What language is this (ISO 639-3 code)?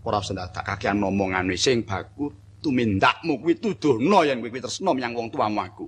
jav